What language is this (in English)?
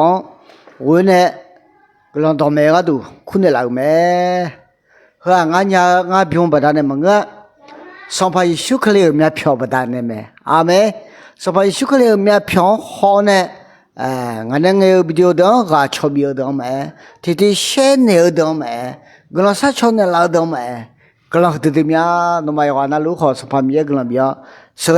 Akha